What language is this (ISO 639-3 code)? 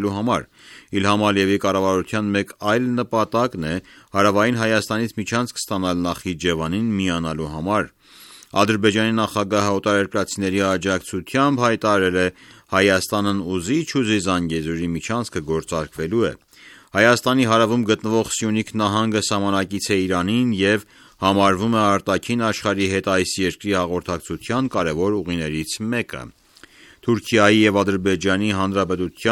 hye